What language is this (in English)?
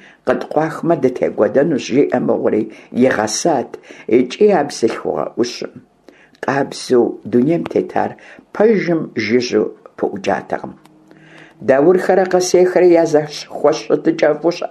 Kabardian